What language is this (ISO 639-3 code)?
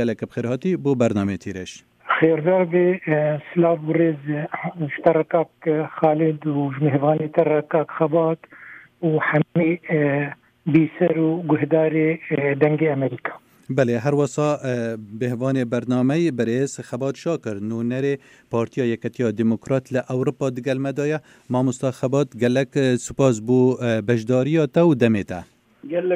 kur